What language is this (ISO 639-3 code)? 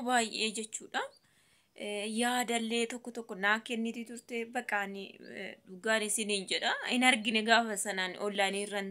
orm